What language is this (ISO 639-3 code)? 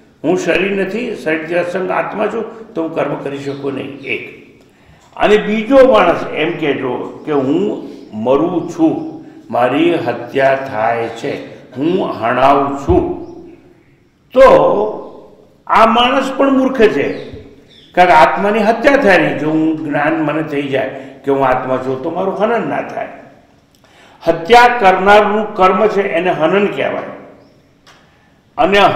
guj